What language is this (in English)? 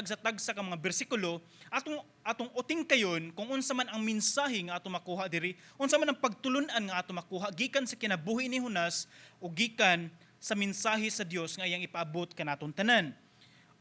Cebuano